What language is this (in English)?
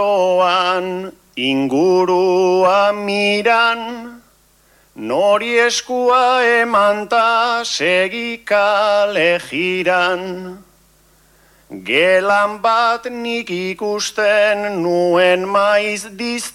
Basque